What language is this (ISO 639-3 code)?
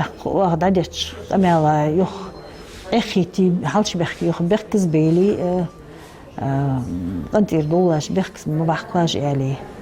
inh